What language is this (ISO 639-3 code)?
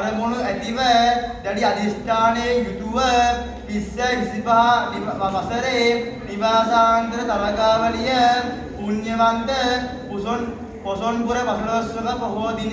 sin